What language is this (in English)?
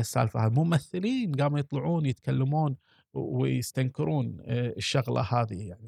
Gulf Arabic